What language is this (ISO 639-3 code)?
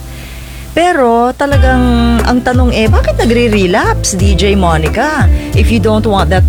fil